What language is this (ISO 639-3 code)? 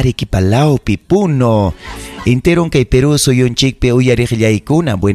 quy